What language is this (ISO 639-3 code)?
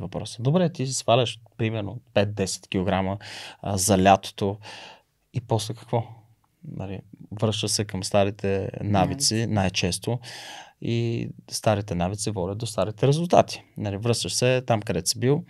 bul